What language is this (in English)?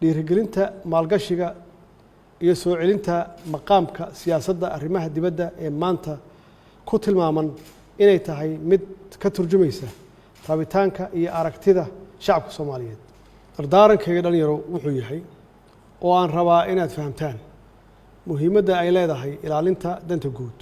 Somali